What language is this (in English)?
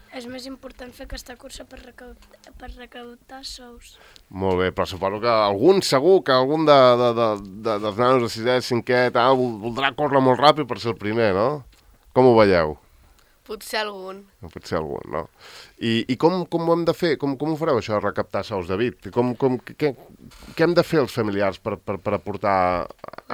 Catalan